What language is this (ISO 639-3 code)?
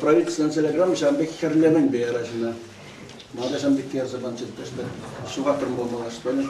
chv